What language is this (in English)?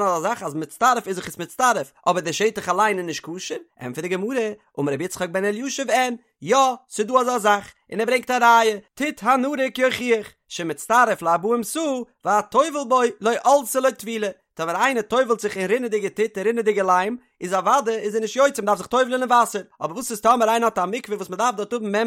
Yiddish